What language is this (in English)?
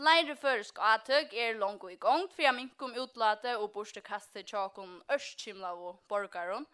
Faroese